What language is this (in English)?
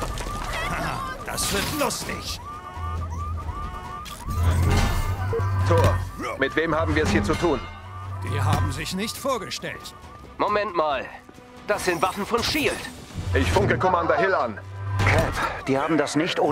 German